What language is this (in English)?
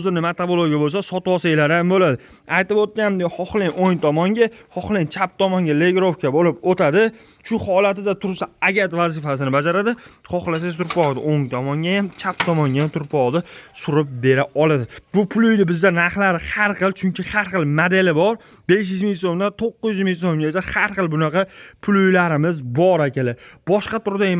Uzbek